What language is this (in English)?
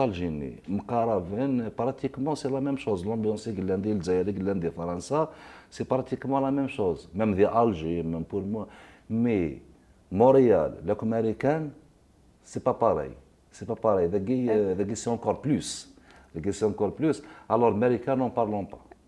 Kabyle